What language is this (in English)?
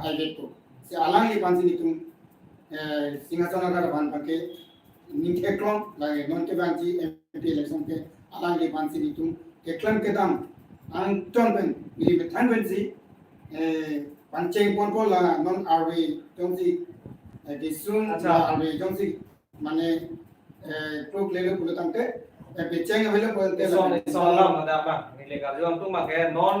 Karbi